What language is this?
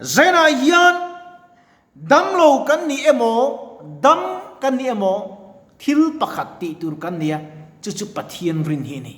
Mizo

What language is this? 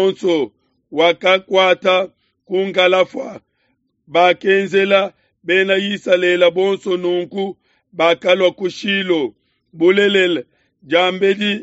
Luba-Lulua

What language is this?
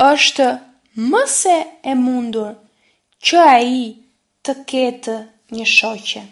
Albanian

